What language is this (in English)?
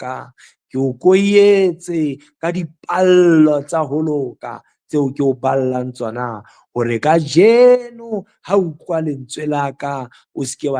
Southern Sotho